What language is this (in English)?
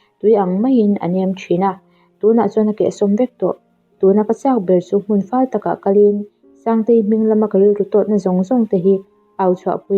Mizo